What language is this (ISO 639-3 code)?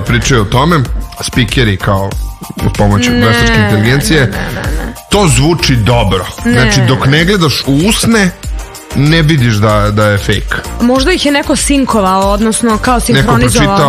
srp